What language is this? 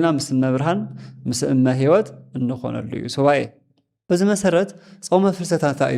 Tigrinya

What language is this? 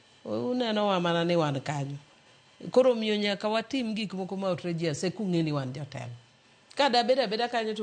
Luo (Kenya and Tanzania)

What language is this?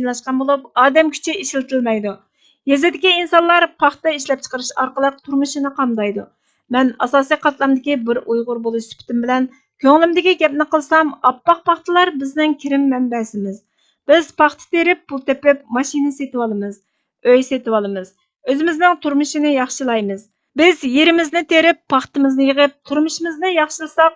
Uyghur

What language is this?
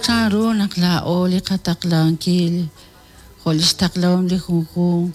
Kekchí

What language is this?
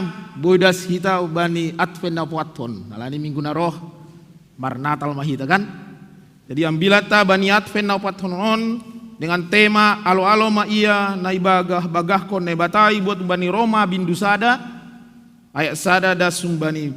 Batak Simalungun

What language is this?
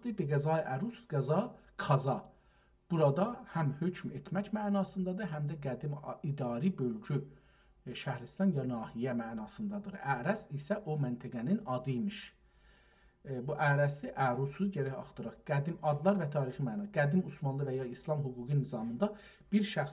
South Azerbaijani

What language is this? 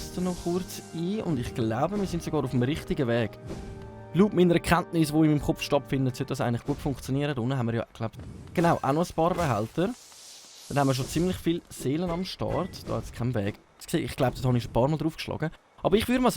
Swiss German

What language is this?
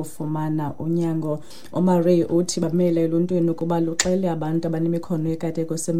Xhosa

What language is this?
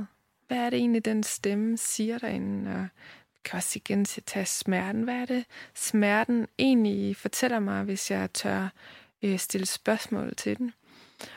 Danish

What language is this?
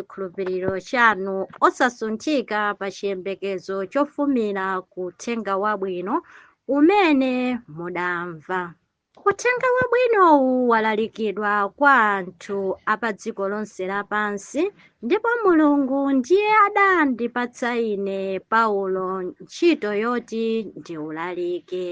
Nyanja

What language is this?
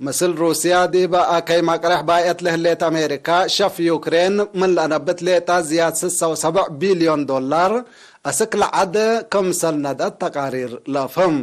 Tigre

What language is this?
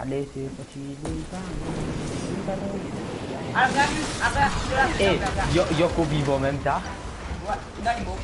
Morisyen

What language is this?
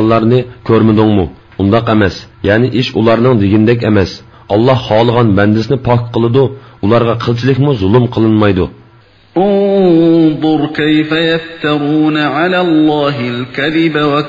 Uyghur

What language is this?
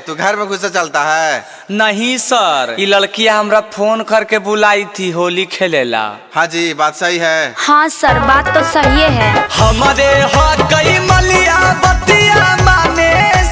Magahi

